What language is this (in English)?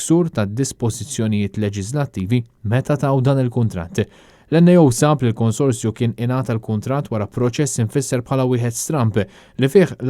Maltese